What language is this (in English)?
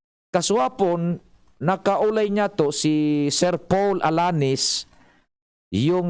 Bikol